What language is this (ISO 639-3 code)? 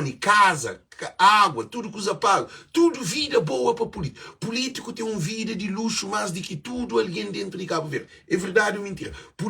kea